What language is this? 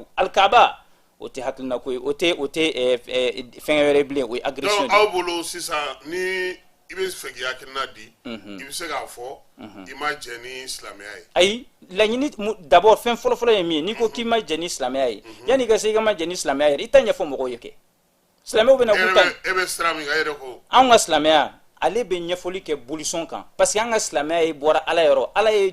Bambara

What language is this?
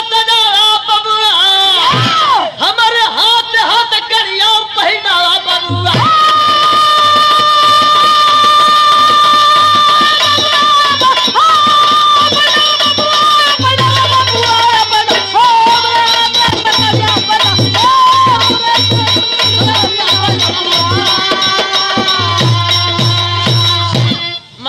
Bhojpuri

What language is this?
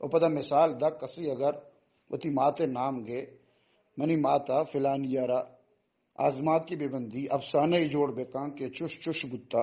Eastern Balochi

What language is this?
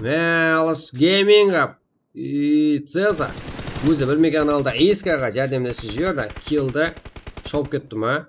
Kara-Kalpak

